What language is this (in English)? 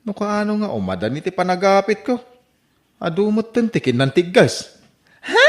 Iloko